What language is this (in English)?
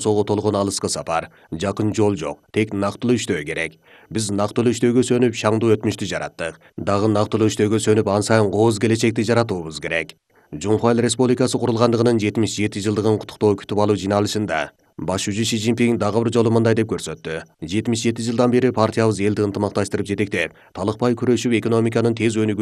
Kyrgyz